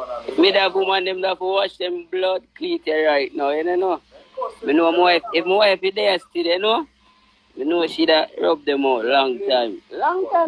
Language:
Jamaican Creole English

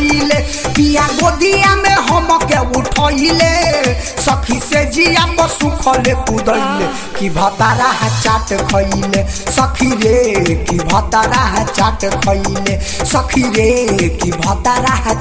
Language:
Bhojpuri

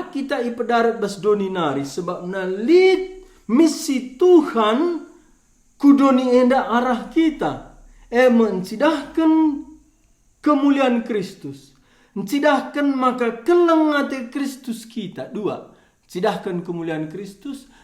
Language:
Batak Karo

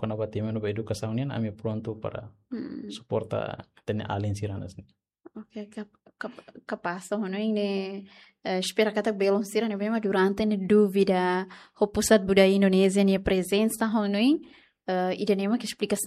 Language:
Tetum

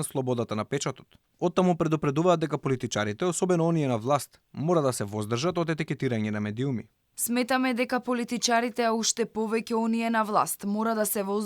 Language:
Macedonian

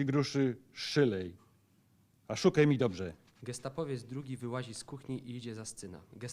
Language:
Silesian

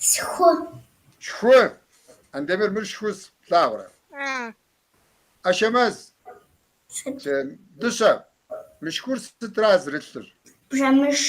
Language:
Kabardian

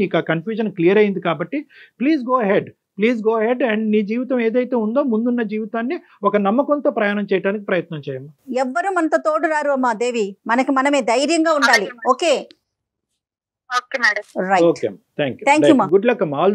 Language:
Telugu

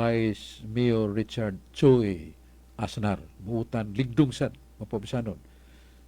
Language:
Cebuano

